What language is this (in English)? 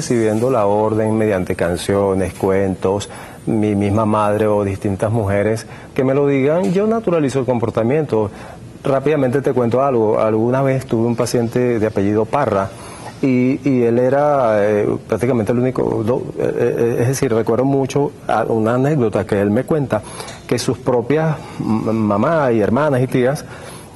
Spanish